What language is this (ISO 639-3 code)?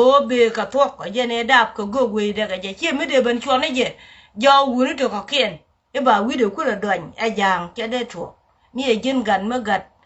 nus